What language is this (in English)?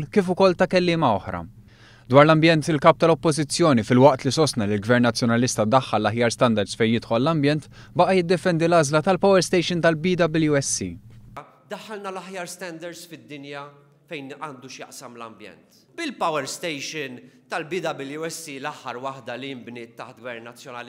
Maltese